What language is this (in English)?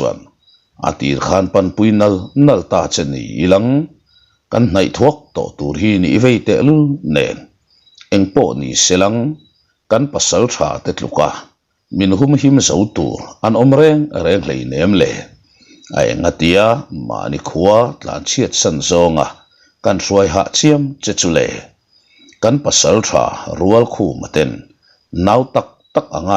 Mizo